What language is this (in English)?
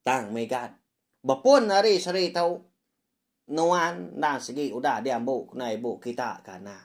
Iban